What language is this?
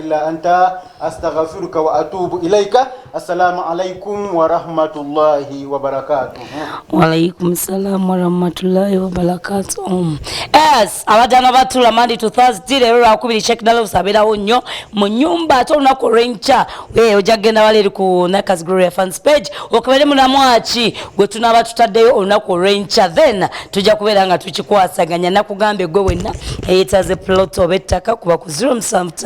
Ganda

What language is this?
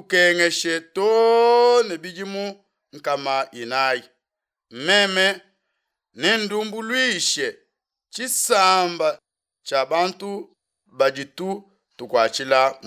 Luba-Lulua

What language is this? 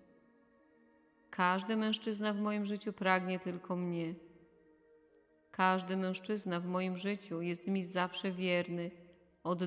Polish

